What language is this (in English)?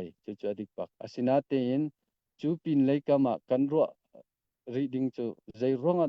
Hakha Chin